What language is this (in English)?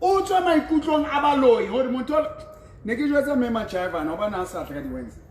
Southern Sotho